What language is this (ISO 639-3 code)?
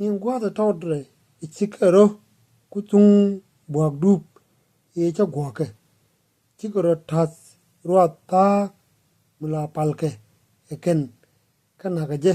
nus